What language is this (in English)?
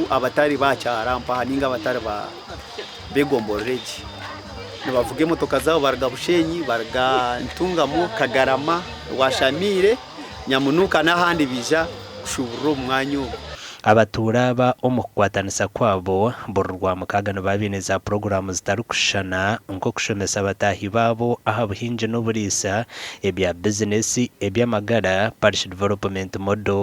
Nyankole